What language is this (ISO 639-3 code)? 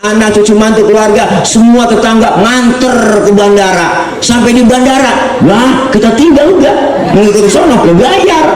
bew